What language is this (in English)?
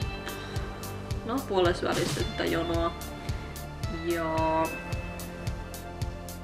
Finnish